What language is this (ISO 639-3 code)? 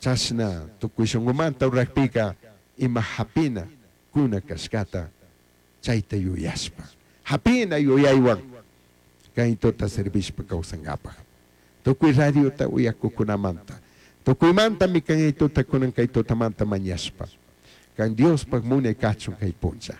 qug